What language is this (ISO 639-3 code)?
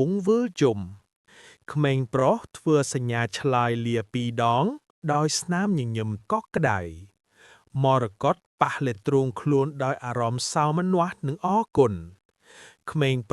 khm